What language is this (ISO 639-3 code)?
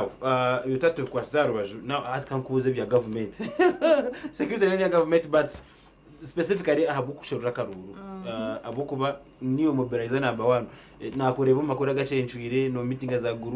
nyn